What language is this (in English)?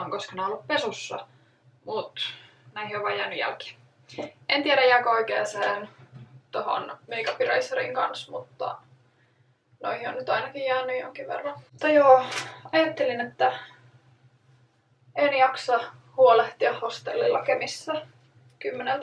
Finnish